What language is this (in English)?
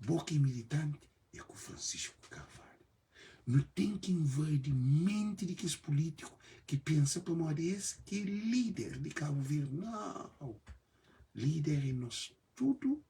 Kabuverdianu